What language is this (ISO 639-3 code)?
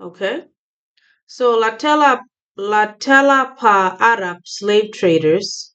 ach